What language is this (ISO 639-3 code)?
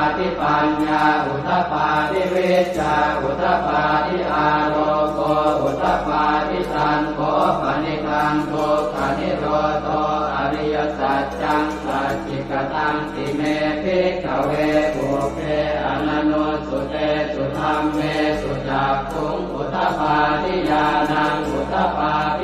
pli